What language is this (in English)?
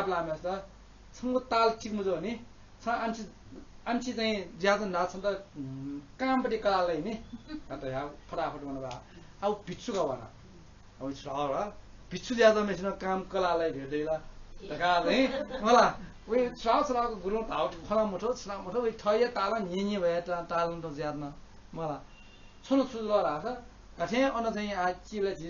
Newari